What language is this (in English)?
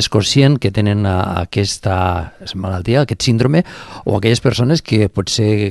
Catalan